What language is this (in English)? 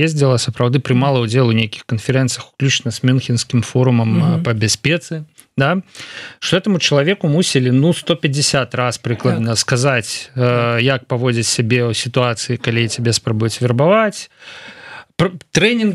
Belarusian